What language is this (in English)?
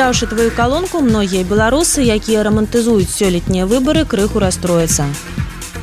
Belarusian